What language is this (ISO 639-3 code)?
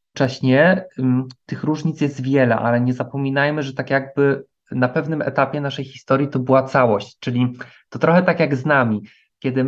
pol